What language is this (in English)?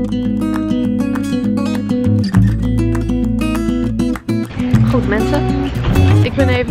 Dutch